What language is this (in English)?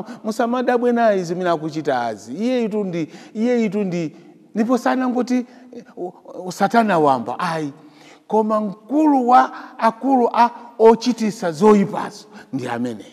Nyanja